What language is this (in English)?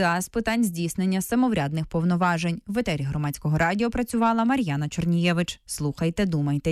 Ukrainian